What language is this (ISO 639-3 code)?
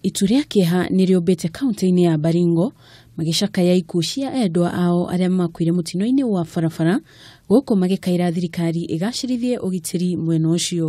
kik